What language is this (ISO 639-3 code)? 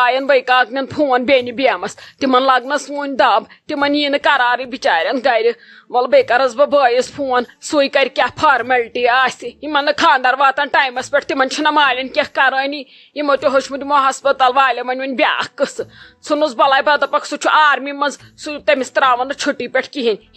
kas